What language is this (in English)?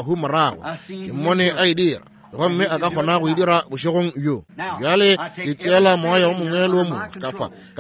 Northern Sotho